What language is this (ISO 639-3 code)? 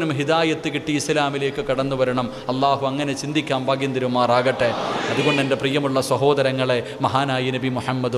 mal